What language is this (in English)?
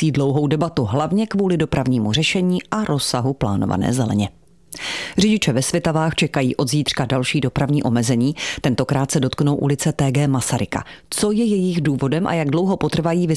Czech